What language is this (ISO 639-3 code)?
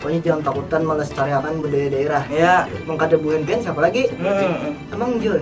bjn